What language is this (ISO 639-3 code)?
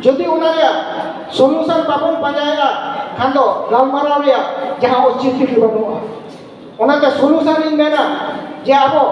sat